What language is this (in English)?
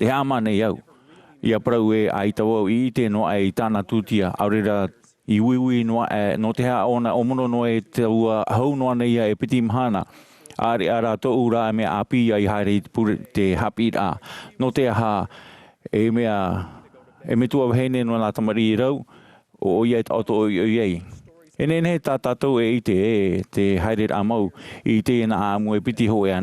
Tahitian